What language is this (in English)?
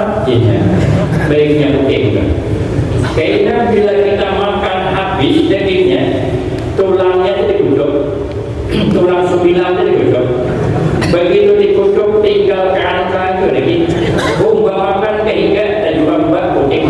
Banjar